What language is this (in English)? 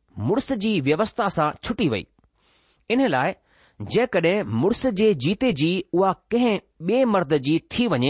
Sindhi